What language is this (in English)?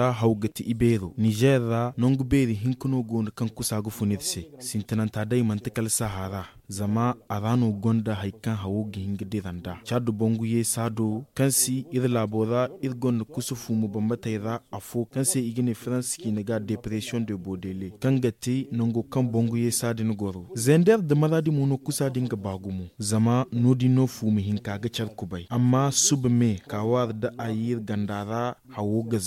Zarma